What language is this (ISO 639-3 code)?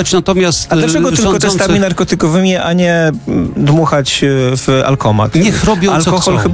pol